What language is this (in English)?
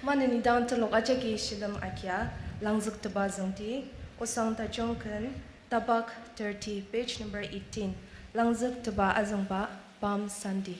Ao Naga